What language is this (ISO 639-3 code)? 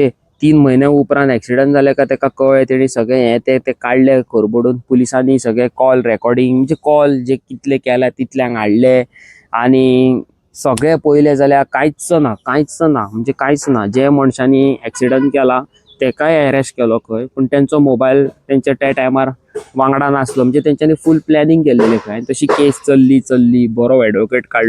kok